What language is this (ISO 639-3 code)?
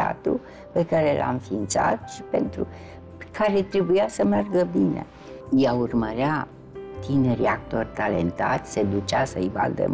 ron